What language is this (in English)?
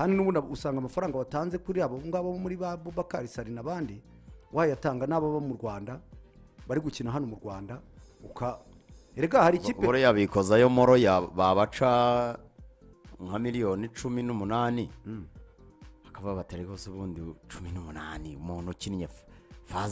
Kinyarwanda